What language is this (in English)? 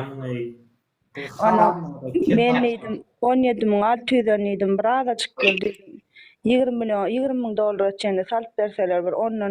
Turkmen